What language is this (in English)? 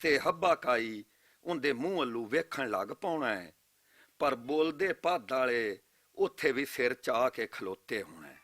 Western Panjabi